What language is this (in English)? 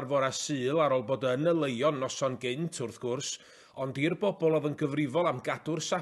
Welsh